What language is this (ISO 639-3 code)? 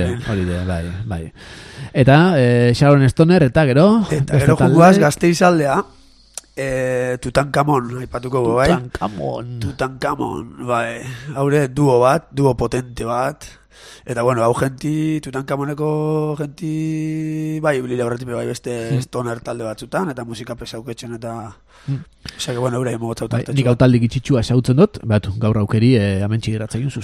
eus